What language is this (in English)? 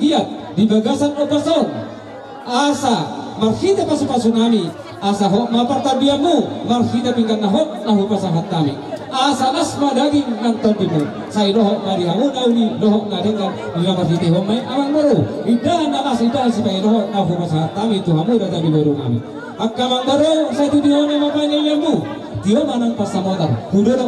Batak Toba